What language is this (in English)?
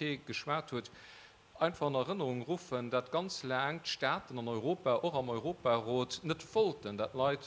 Luxembourgish